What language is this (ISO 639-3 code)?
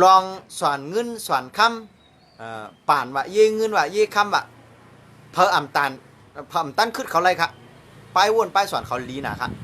shn